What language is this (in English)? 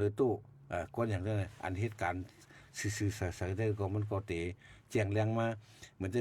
Shan